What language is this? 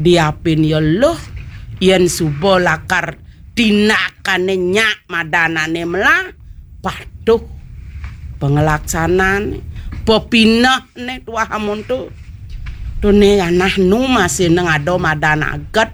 Balinese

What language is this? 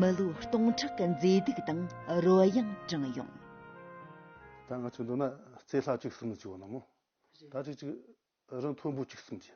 Tibetan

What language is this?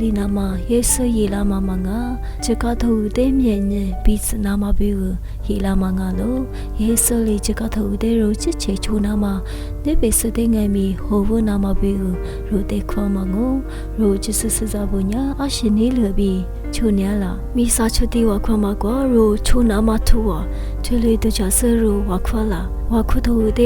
Lisu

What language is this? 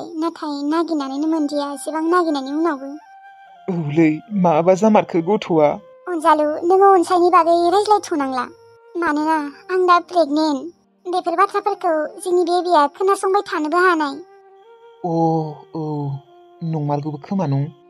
Bodo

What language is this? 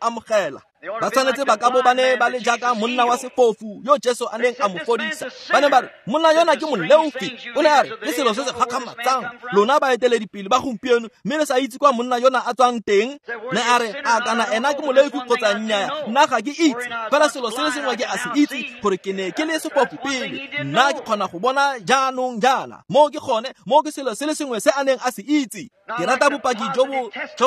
Tswana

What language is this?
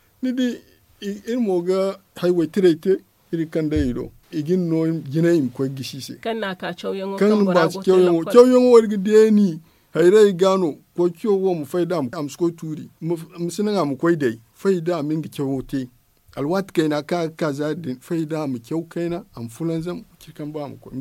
Zarma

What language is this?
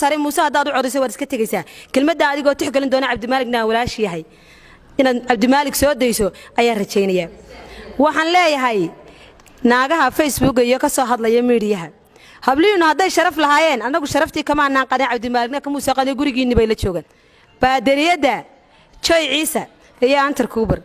Somali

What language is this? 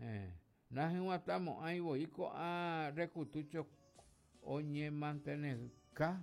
Guarani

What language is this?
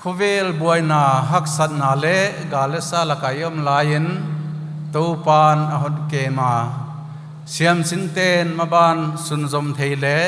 Paite Chin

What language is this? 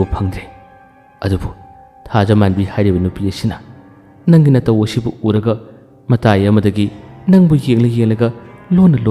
Manipuri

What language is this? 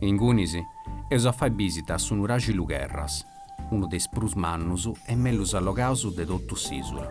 Sardinian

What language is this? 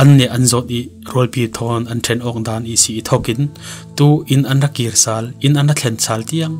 Falam Chin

